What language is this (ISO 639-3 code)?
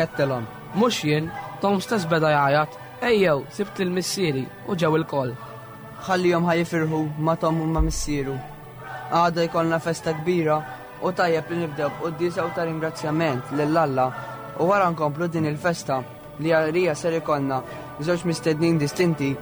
mlt